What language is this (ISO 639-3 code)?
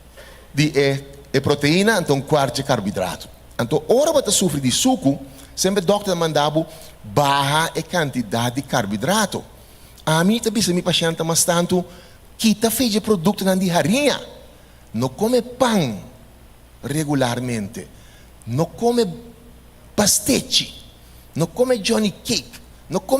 pap